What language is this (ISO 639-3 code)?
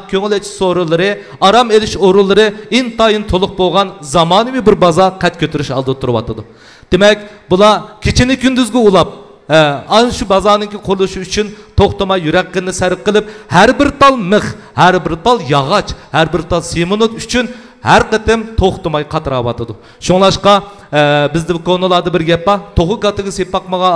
uig